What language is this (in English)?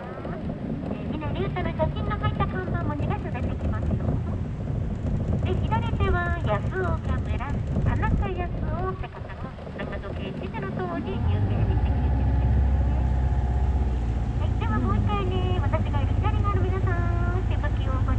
Japanese